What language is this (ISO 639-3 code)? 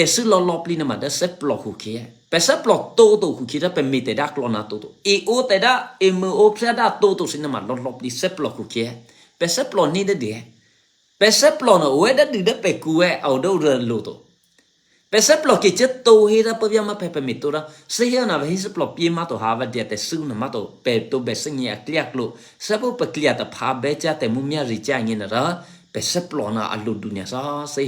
eky